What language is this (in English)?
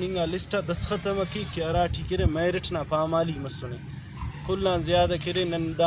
Brahui